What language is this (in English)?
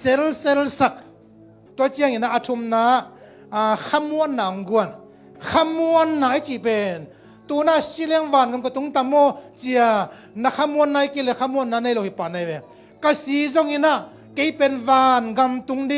Tedim Chin